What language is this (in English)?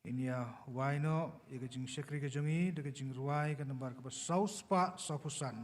Khasi